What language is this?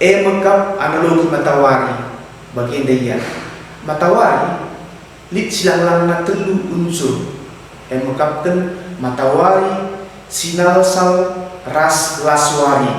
Batak Karo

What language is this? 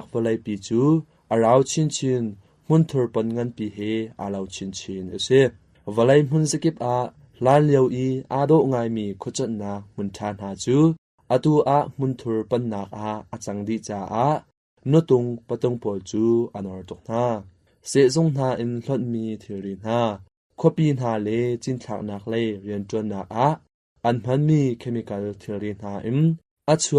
Hakha Chin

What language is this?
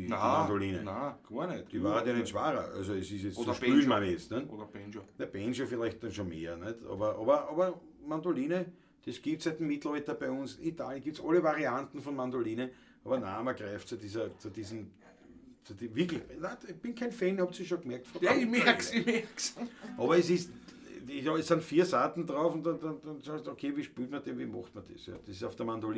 Bavarian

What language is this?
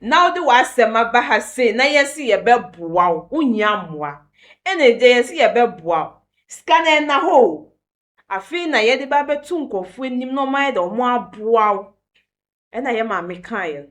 Akan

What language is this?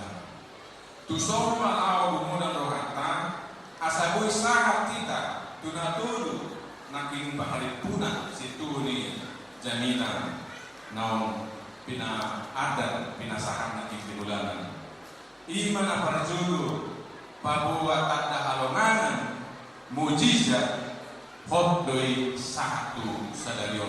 Batak Toba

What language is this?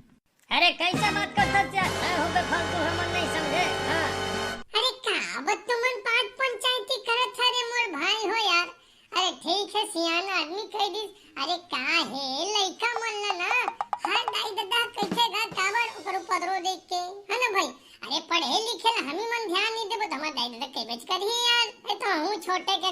Chhattisgarhi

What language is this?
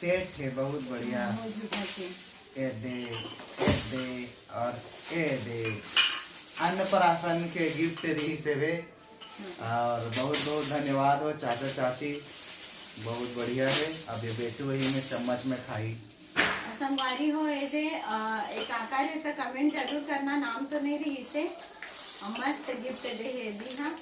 Chhattisgarhi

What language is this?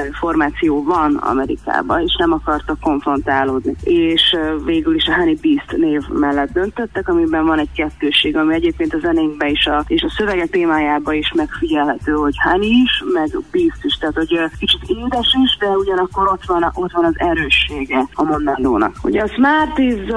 Hungarian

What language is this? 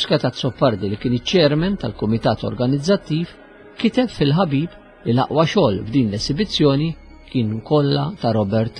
Maltese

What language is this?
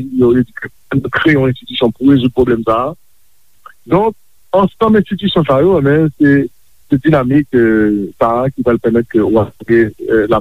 Haitian Creole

